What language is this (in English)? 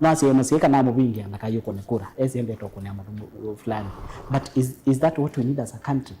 Kamba